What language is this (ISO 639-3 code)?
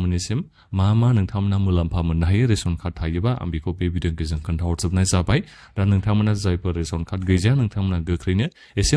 brx